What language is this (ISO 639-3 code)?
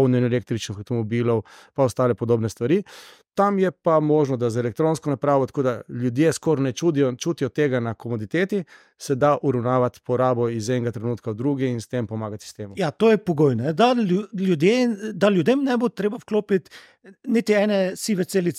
slv